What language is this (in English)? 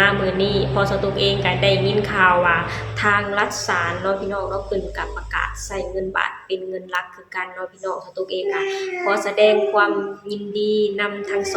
Lao